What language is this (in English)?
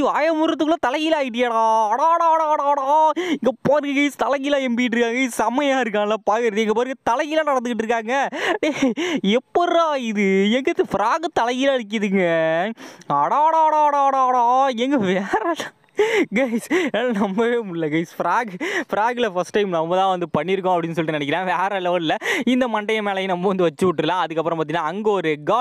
Tamil